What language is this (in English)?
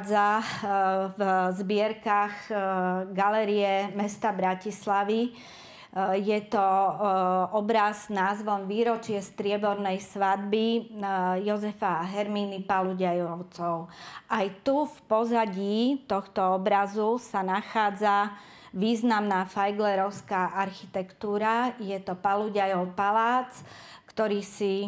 Slovak